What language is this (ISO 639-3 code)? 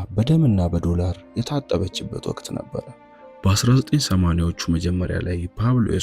amh